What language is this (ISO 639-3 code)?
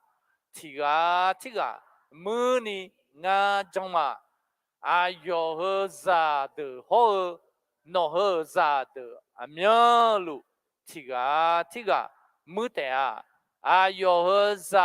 ahk